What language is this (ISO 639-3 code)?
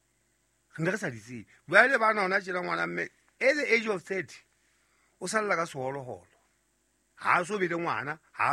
sot